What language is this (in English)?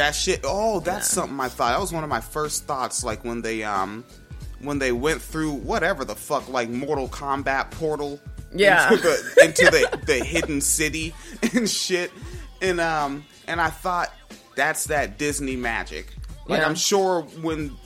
English